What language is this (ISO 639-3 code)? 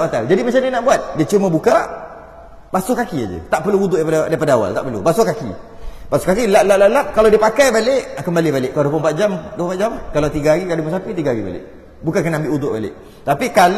msa